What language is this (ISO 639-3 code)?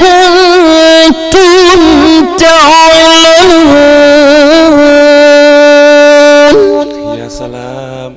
ful